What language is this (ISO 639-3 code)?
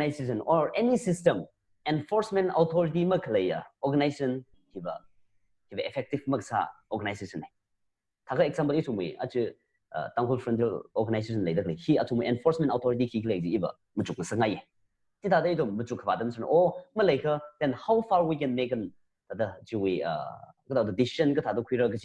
nmf